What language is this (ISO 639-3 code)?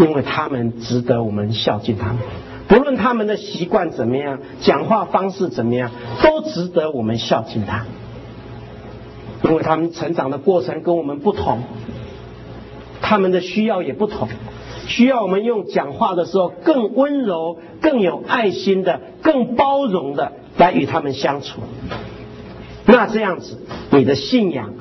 zho